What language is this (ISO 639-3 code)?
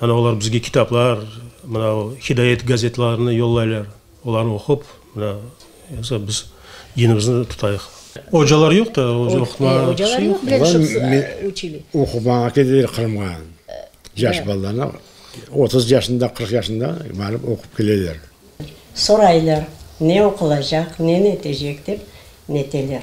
crh